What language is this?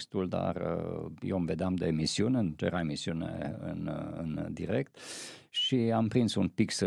Romanian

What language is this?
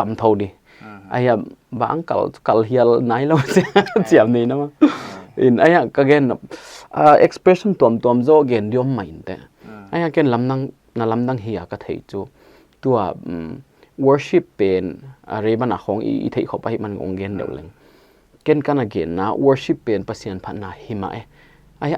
Paite Chin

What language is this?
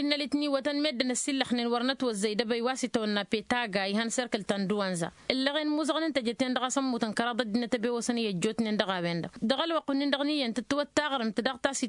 Tamasheq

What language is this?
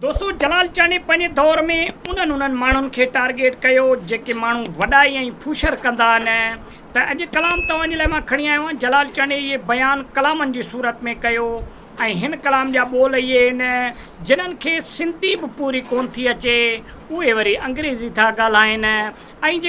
Sindhi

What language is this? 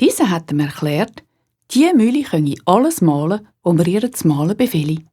Swiss German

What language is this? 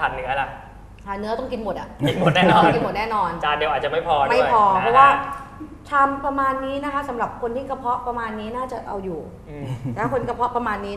Thai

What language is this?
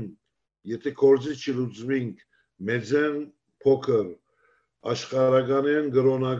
Western Armenian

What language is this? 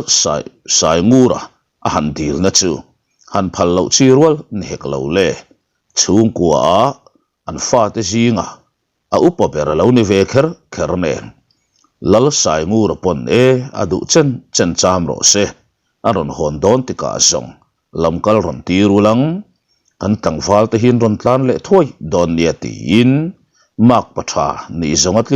Mizo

